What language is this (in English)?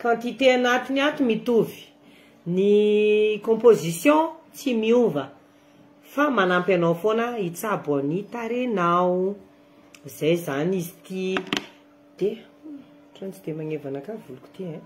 Malagasy